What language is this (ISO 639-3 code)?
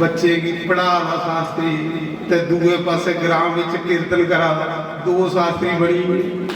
doi